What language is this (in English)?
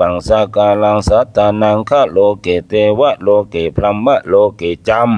Pali